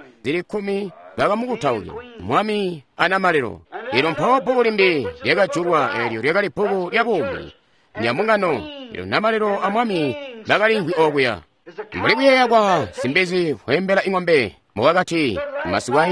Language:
Tonga (Zambia)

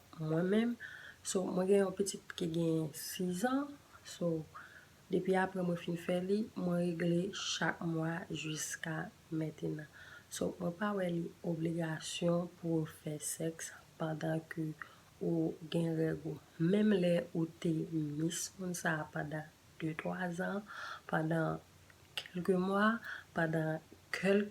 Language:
Haitian Creole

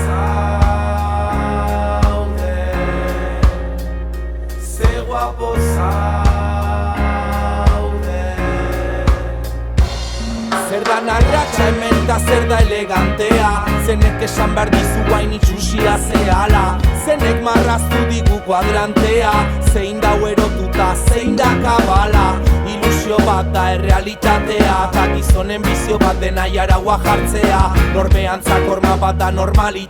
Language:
Basque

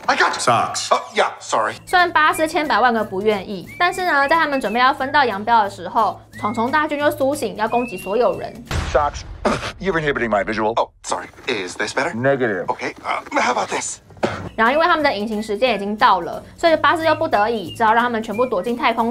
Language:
Chinese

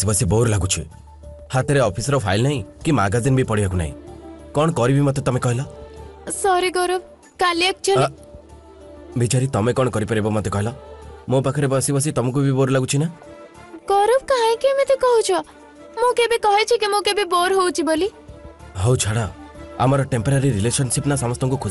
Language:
Odia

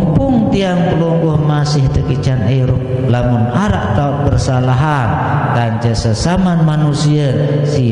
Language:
Sasak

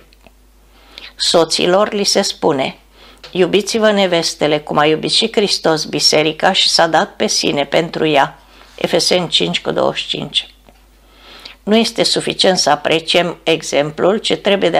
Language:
Romanian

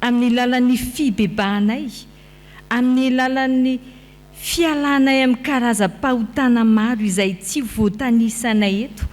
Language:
Malagasy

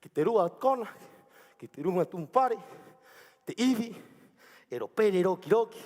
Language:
Rapanui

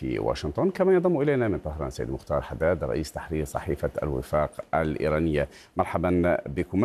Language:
Arabic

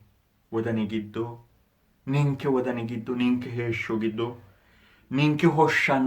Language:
Sidamo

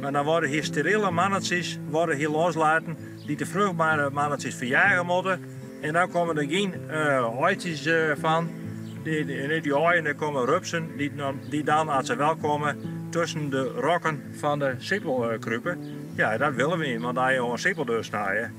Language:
Western Frisian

